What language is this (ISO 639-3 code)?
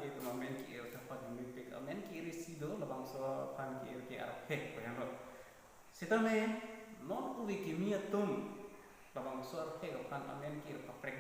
mjw